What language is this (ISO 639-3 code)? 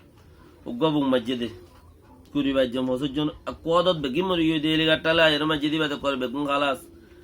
rhg